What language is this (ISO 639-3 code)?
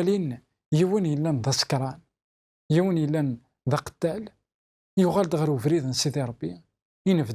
kab